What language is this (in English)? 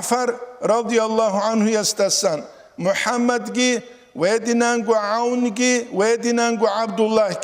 Avaric